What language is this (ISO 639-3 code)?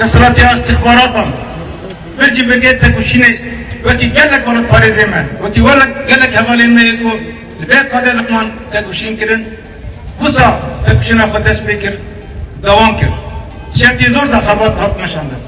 kur